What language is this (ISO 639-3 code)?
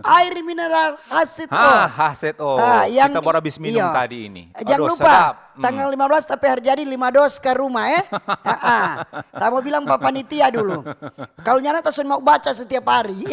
xmm